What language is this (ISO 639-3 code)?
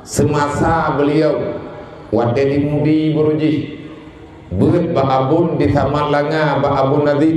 ace